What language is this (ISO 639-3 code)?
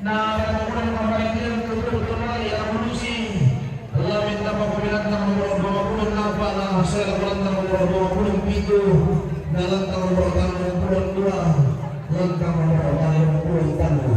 sda